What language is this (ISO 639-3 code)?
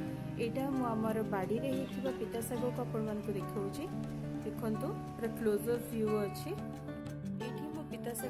ori